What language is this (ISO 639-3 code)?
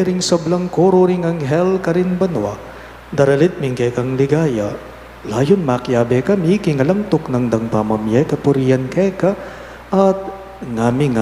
pam